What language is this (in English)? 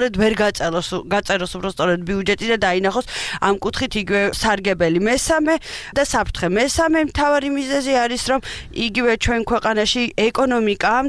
Georgian